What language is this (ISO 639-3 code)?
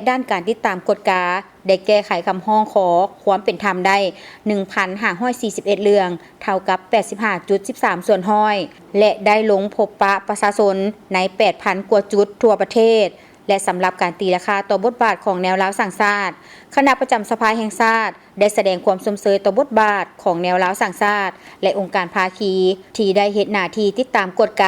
lao